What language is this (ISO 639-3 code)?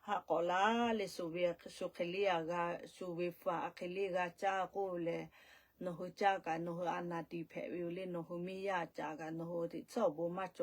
lhu